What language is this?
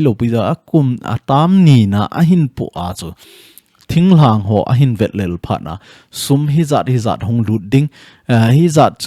Thado Chin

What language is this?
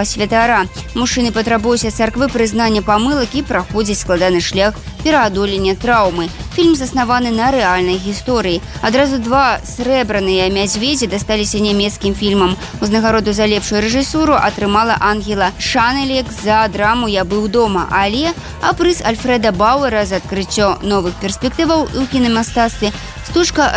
Belarusian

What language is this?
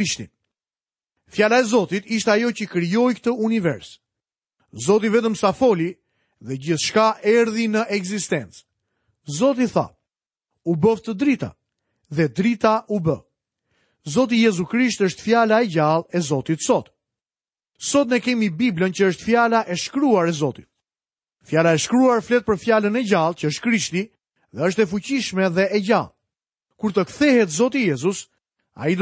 Albanian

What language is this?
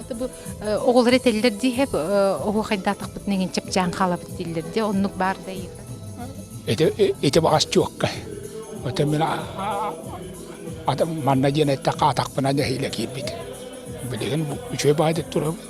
Yakut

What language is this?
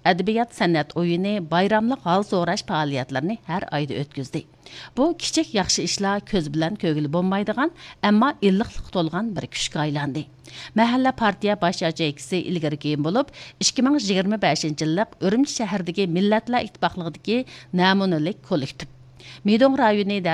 Uyghur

